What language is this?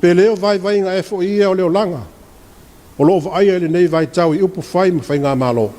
Samoan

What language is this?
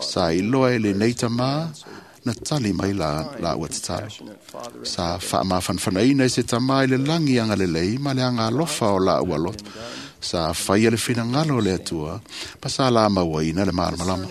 Samoan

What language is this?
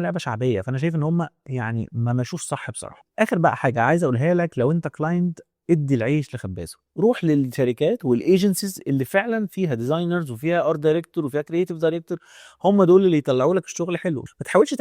Egyptian Arabic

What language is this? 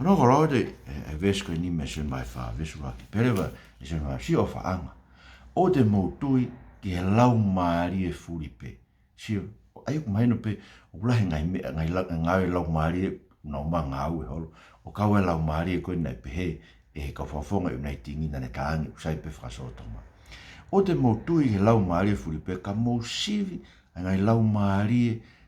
Tongan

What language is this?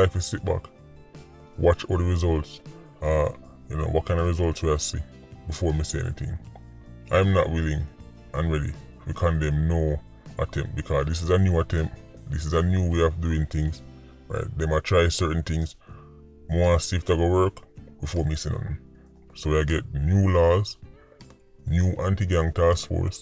Jamaican Creole English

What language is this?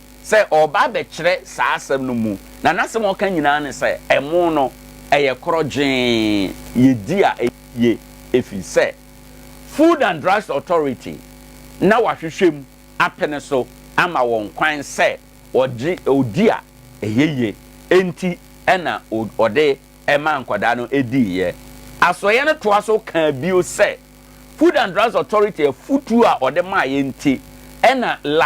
Akan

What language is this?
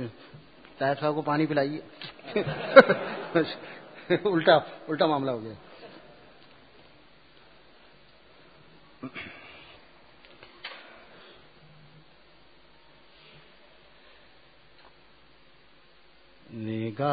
Urdu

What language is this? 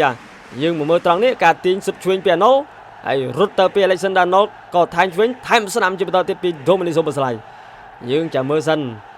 Khmer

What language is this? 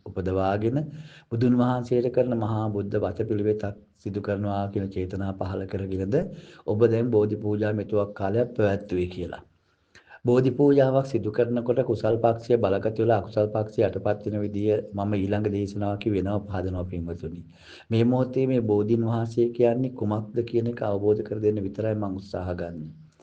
Sinhala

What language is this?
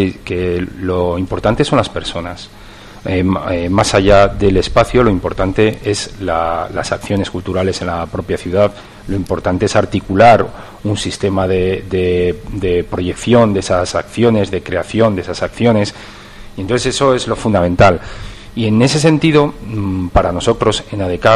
Spanish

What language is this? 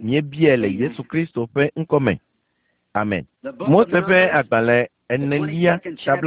Ewe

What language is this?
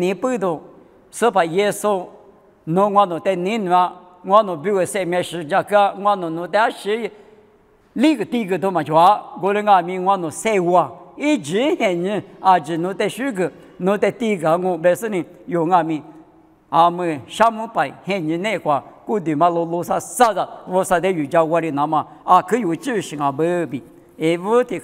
Lisu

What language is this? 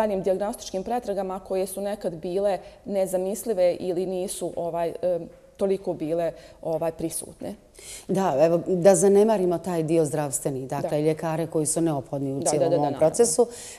Bosnian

